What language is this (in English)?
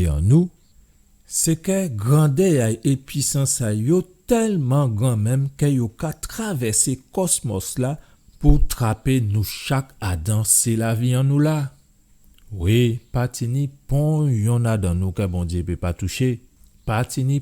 Guadeloupean Creole French